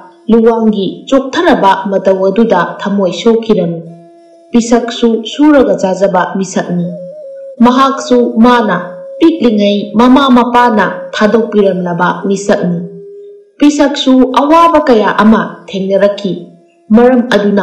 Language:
Manipuri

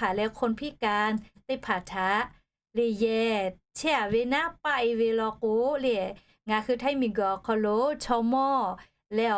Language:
Lahu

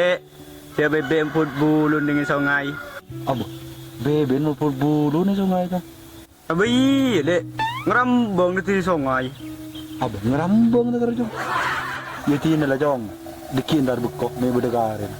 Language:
Madurese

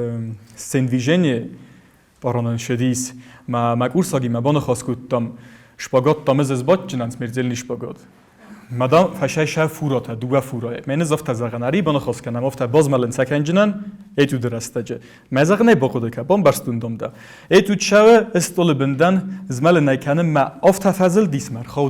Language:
Ossetic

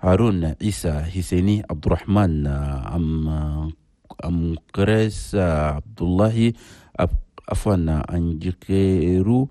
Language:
Chadian Arabic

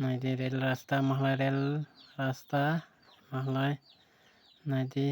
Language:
Kok Borok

